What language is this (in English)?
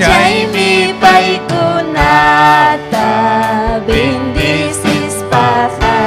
Ayacucho Quechua